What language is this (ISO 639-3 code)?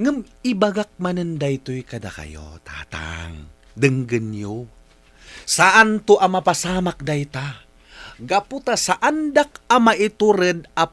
ilo